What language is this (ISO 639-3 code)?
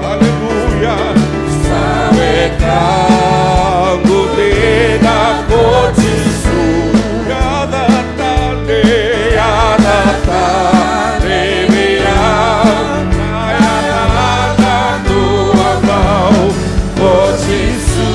fij